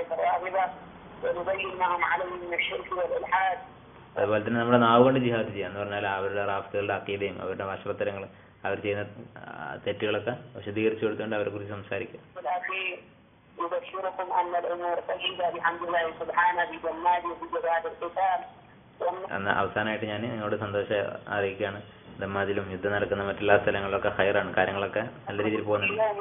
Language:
Malayalam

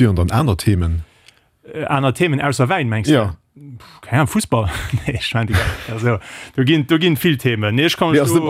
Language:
Luxembourgish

